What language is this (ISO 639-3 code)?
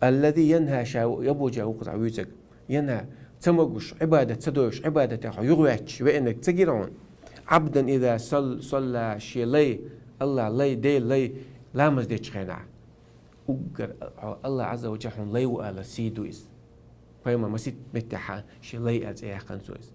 che